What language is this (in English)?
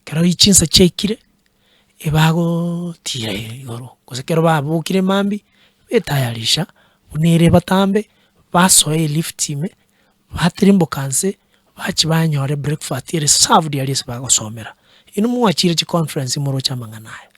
Gusii